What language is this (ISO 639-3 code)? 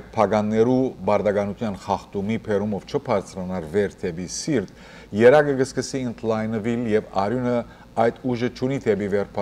hyw